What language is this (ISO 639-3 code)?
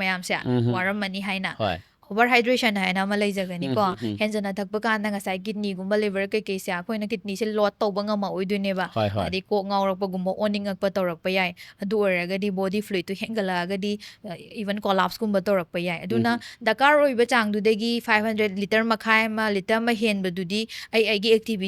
mni